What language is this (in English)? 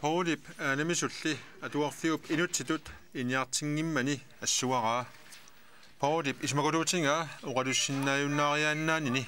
Kalaallisut